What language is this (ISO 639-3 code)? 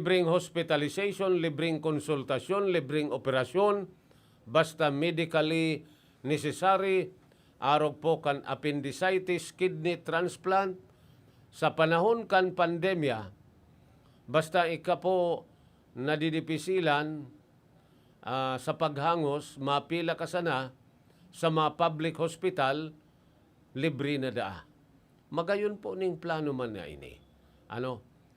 bik